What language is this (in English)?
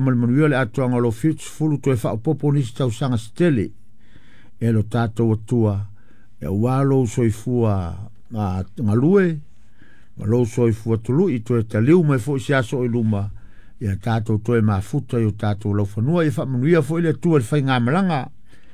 Samoan